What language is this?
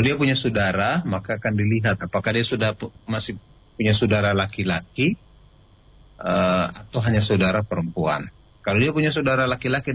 Indonesian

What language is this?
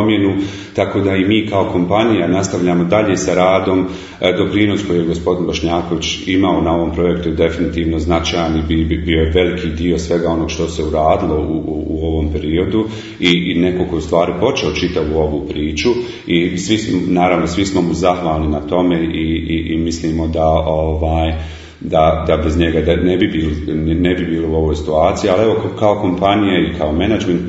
Bosnian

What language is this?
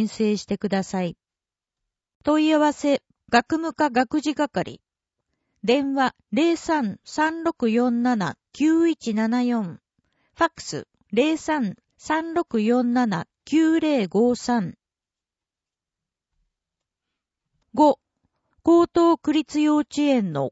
Japanese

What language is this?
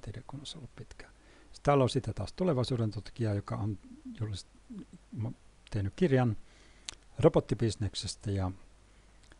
Finnish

